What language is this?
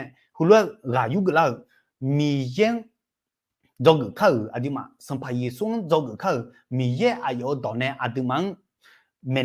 Akha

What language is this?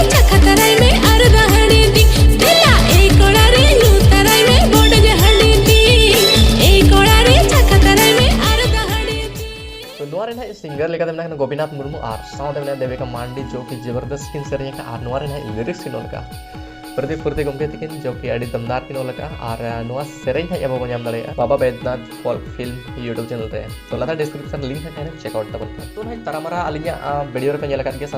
Santali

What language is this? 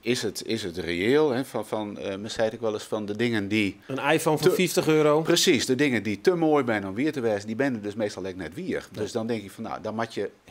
Western Frisian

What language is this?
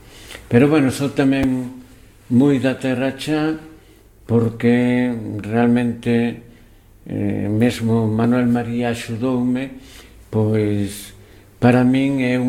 Galician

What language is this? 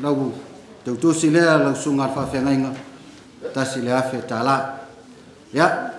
Samoan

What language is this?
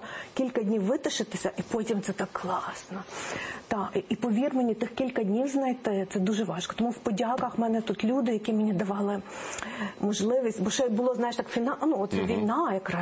Ukrainian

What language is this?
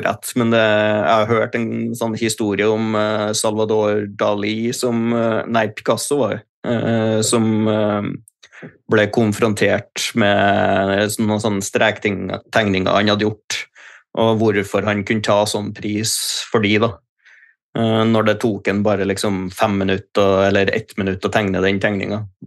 Norwegian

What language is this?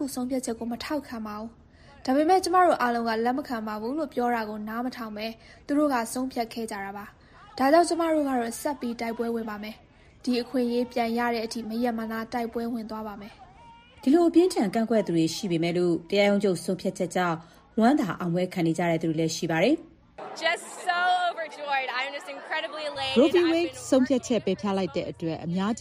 Burmese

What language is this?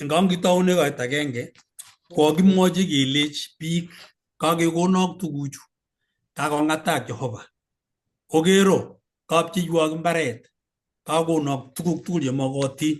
Kalenjin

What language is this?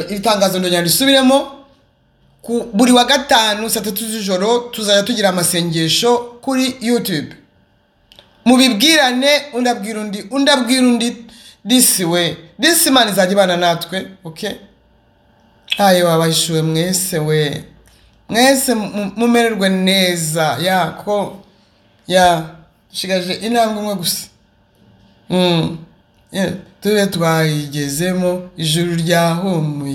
Kinyarwanda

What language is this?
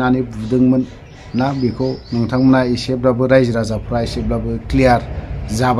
Bodo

